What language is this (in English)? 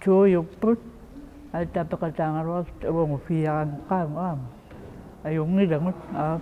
Kalaallisut